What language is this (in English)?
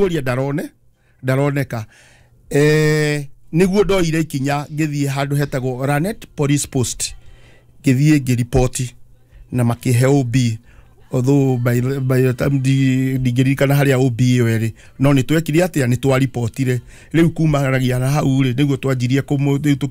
Kikuyu